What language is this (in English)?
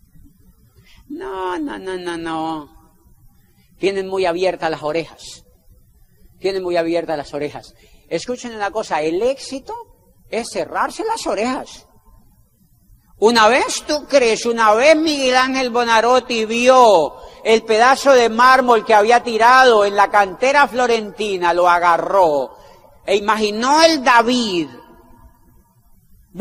Spanish